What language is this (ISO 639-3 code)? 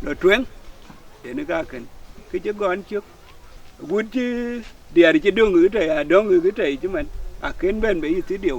din